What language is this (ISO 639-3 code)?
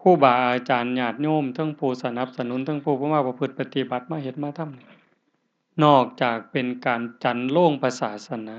tts